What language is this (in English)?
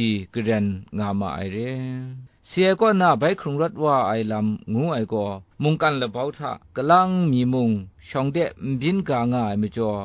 Kachin